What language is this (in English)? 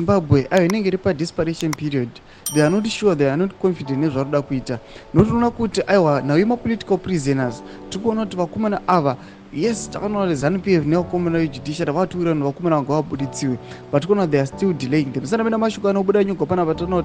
Shona